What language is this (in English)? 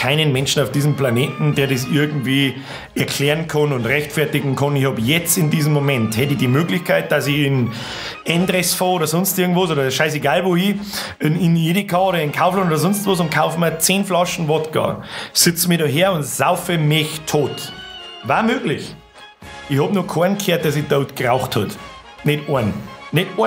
Bavarian